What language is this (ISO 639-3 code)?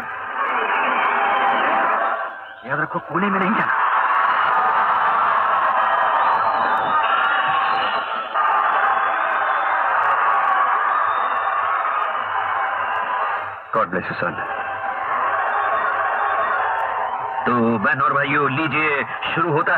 hin